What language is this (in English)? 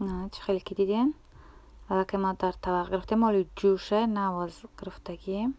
Tajik